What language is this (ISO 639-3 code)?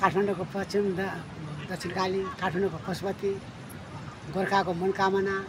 nep